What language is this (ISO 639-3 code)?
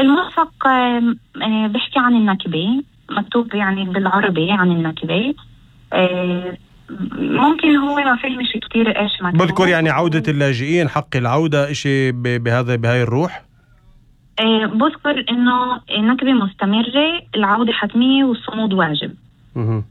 apc